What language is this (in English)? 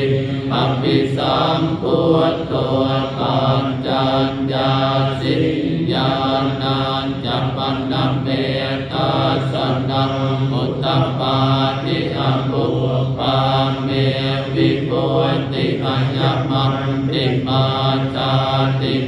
Pali